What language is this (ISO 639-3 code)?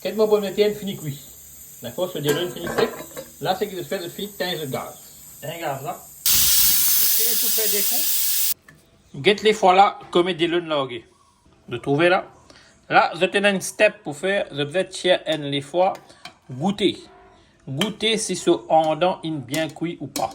mfe